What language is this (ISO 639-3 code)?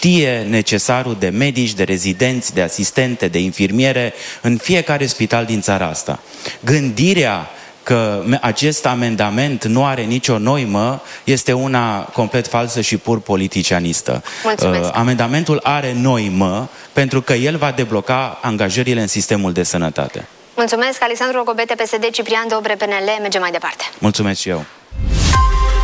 ron